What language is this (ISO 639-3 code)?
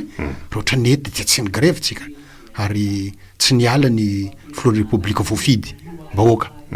mlg